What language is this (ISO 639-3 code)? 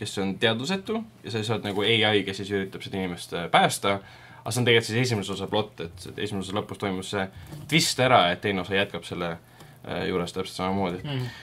est